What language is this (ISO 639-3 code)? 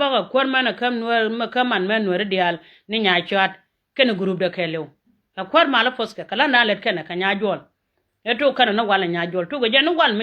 nus